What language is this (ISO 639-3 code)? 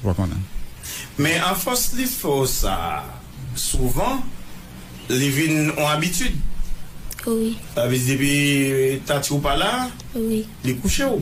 hat